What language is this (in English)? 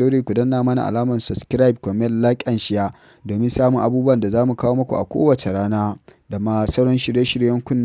Hausa